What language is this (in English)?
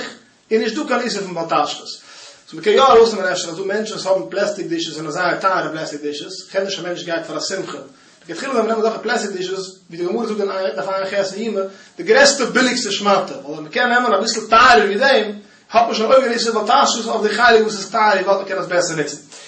Yiddish